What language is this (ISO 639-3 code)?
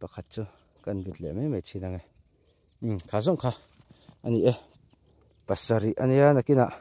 lus